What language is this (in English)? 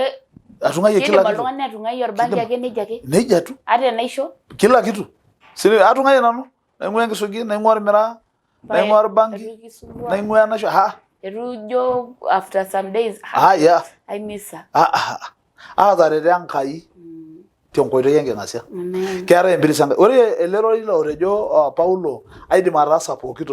Masai